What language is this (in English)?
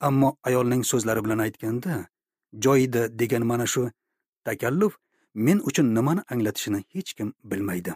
Uzbek